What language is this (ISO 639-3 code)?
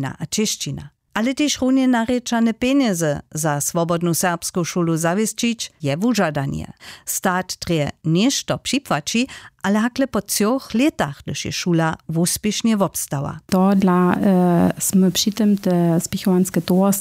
hsb